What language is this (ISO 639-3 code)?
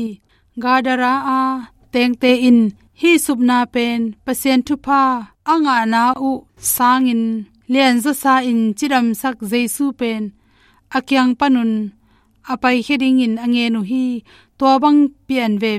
ctd